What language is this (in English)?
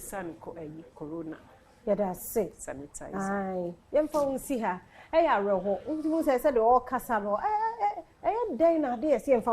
Akan